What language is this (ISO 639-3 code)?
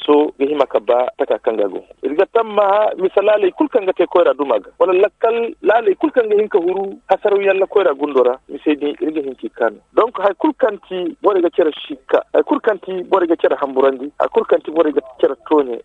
dje